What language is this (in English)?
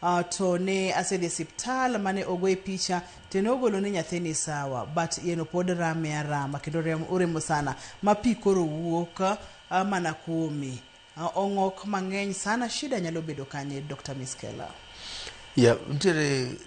Luo (Kenya and Tanzania)